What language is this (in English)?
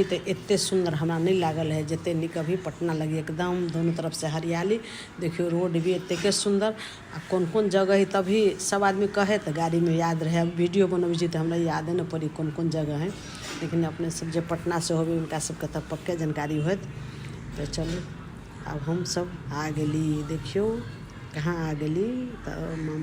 Maithili